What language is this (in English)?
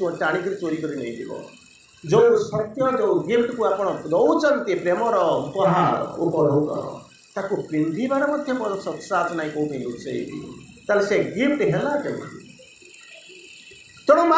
Odia